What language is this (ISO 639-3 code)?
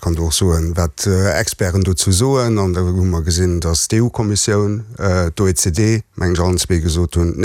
ltz